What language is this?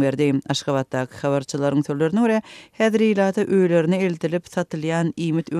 Turkmen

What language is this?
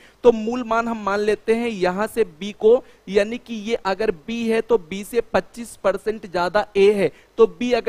Hindi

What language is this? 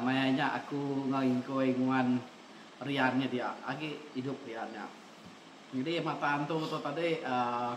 Iban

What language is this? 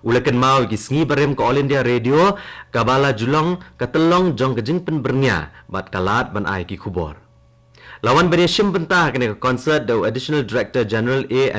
Khasi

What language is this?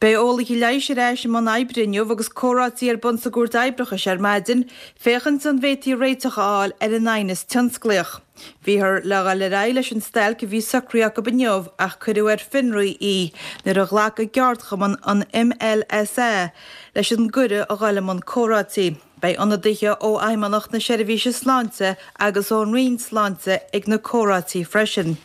Irish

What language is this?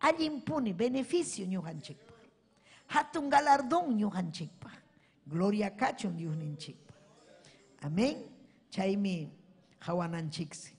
Ayacucho Quechua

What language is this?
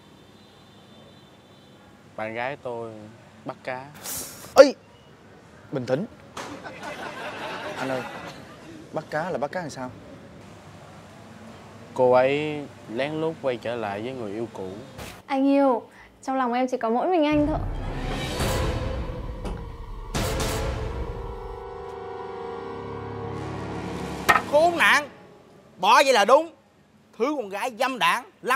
Vietnamese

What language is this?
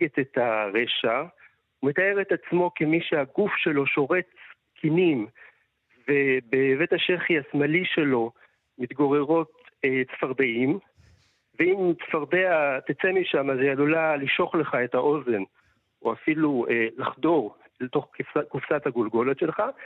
Hebrew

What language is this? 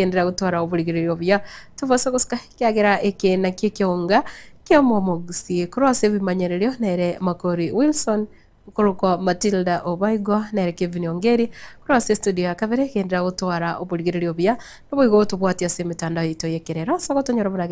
Gusii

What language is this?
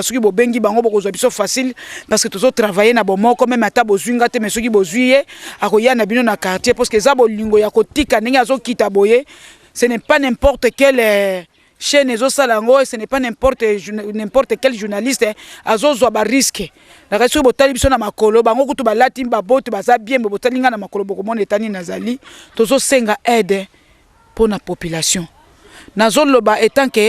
Lingala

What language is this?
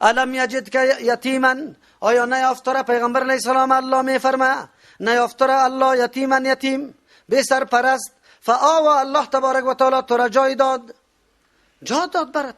Persian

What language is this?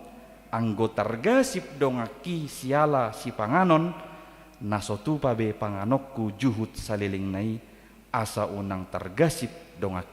Batak Toba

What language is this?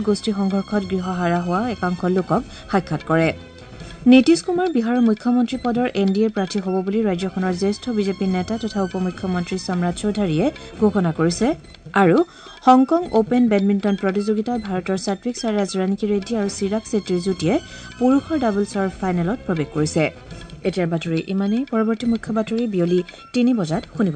Assamese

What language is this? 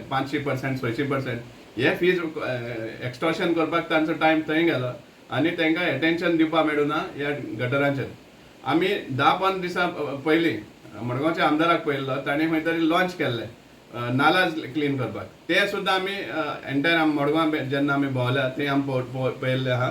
Konkani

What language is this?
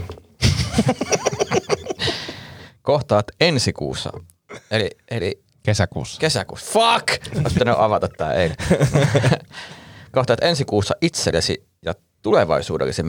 Finnish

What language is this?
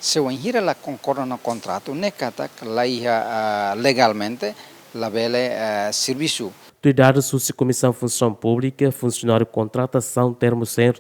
Tetum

